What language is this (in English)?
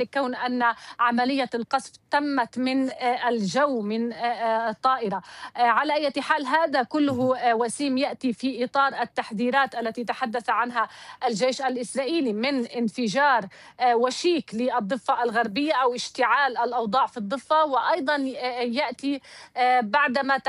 Arabic